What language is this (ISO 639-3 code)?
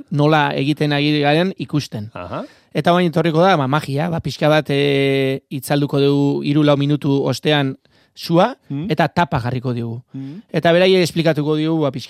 eus